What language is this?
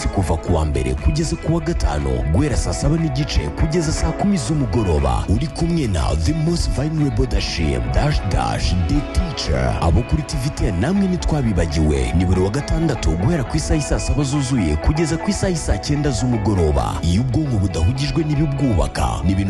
Kinyarwanda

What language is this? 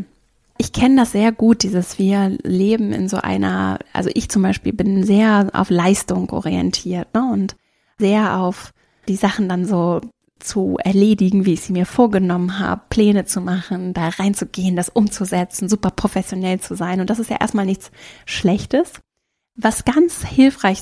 German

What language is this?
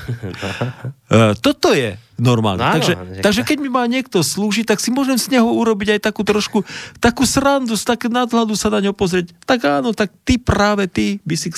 Slovak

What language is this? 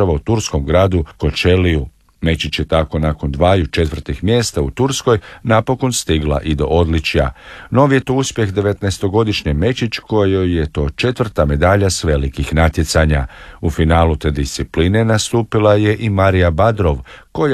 Croatian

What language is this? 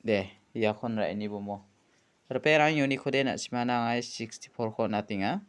Garo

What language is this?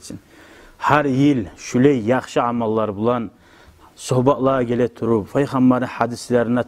Kumyk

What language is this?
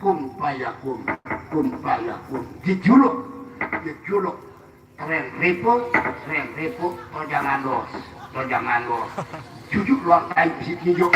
Sasak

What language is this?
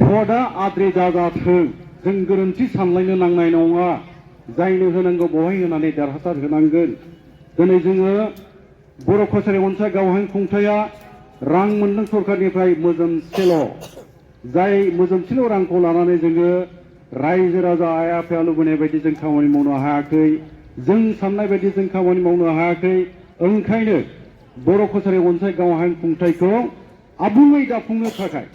Bodo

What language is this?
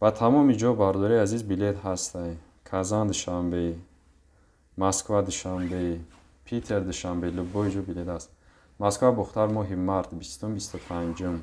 Tajik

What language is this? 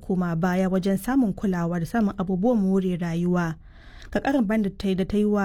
Hausa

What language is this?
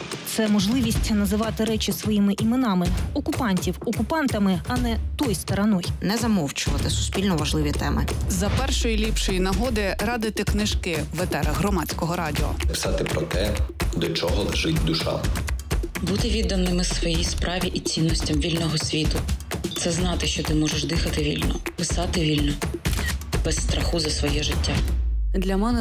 Ukrainian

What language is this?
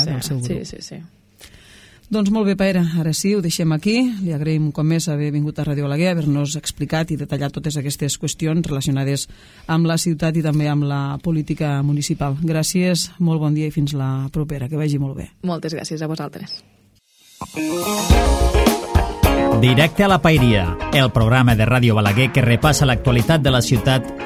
Catalan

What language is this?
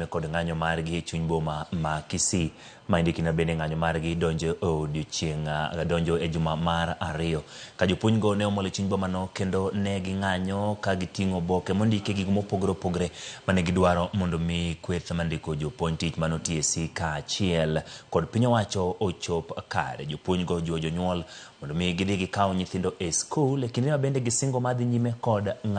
Luo (Kenya and Tanzania)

